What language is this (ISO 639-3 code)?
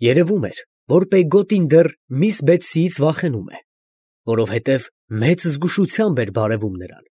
hye